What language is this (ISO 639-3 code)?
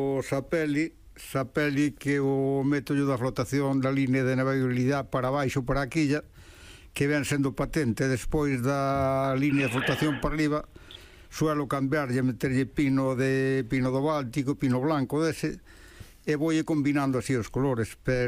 glg